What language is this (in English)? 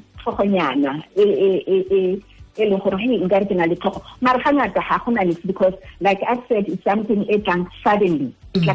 Tswana